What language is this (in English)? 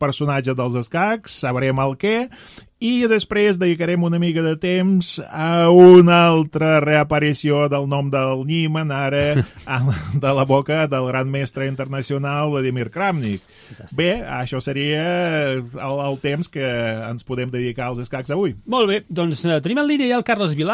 Catalan